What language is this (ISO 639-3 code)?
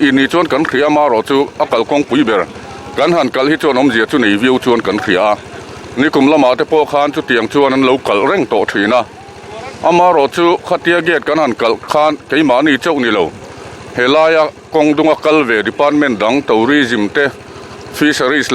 lus